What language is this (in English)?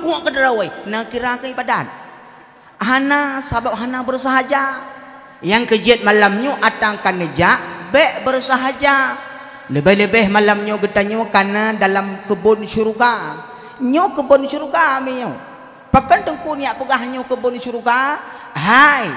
Achinese